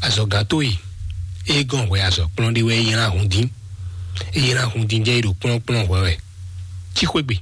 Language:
Fon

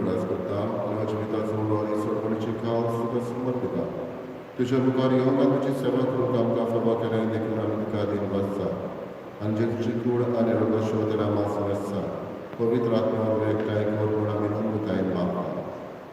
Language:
Konkani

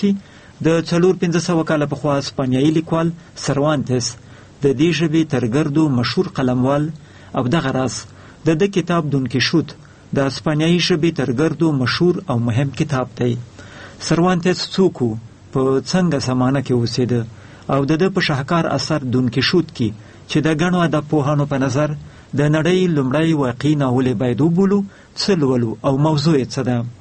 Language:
Pashto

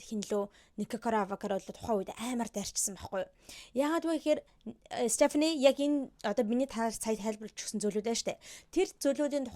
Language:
Mongolian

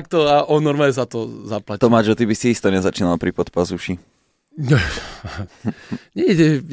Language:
Slovak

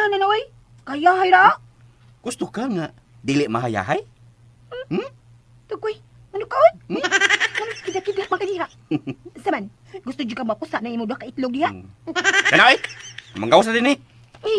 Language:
Cebuano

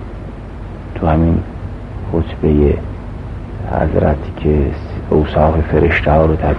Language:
Persian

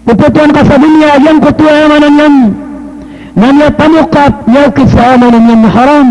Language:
Maranao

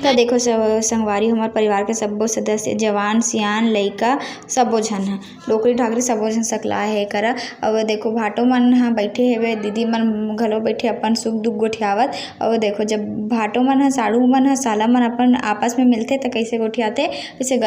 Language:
Chhattisgarhi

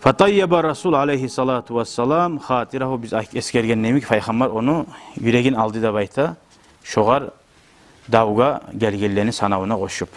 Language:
Kumyk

